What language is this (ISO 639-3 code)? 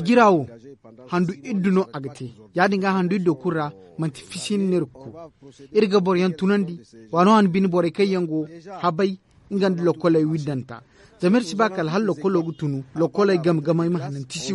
dje